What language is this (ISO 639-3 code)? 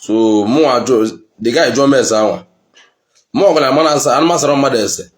ibo